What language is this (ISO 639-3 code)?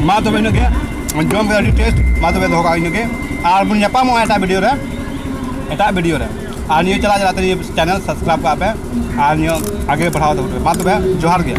sat